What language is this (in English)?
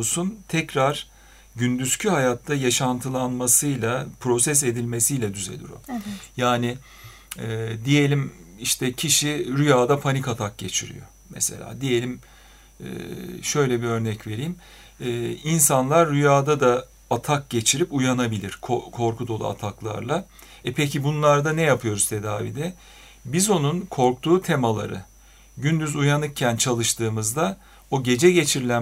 Turkish